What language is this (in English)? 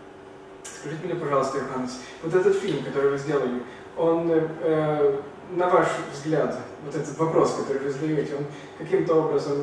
Russian